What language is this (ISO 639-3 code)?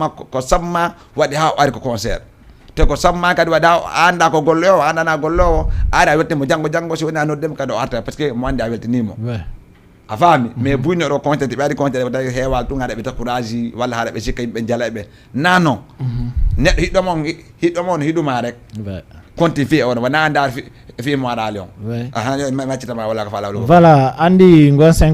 ful